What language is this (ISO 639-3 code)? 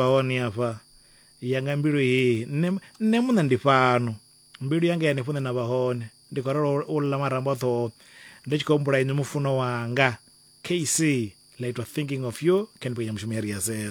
ven